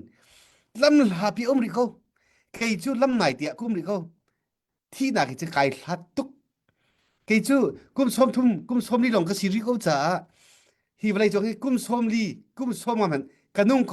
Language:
Hakha Chin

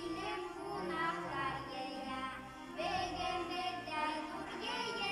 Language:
Bashkir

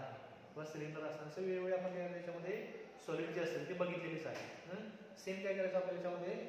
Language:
Marathi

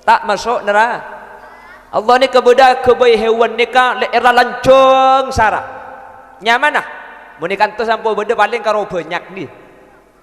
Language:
Madurese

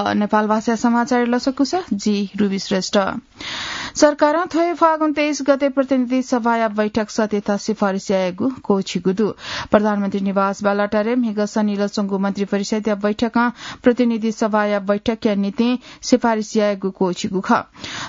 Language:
Newari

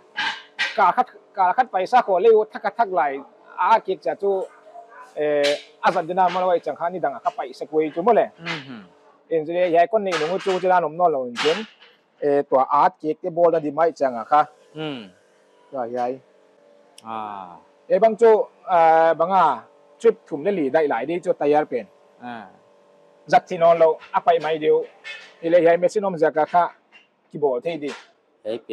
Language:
Paite Chin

